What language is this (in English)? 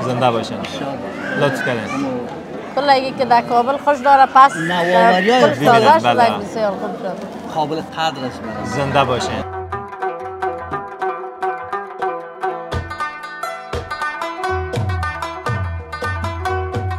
Persian